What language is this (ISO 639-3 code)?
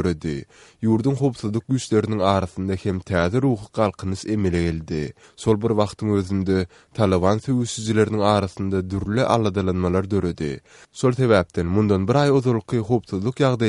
tuk